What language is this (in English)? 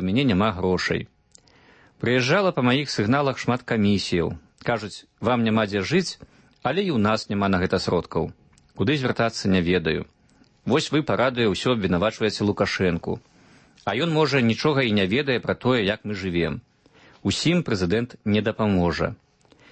Belarusian